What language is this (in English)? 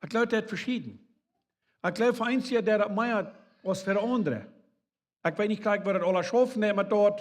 Plautdietsch